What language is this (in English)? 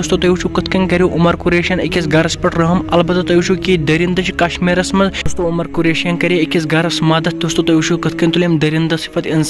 Kashmiri